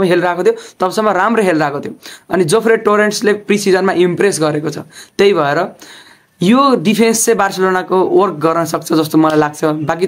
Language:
Nepali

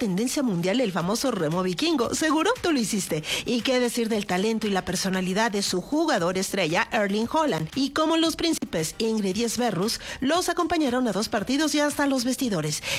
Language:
Spanish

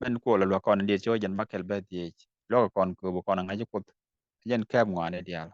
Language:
Nuer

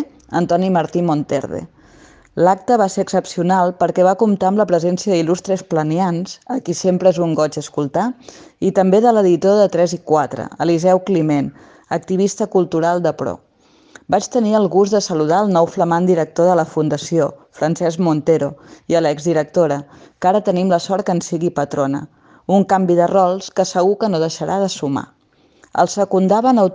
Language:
Catalan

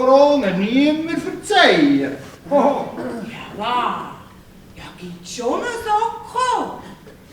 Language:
Swiss German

